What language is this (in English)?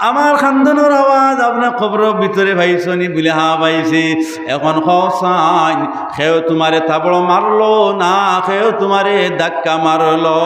Sylheti